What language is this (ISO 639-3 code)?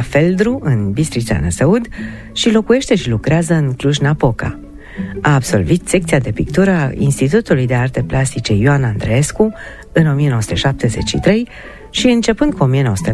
ron